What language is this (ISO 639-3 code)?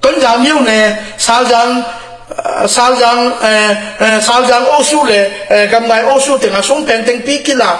ctd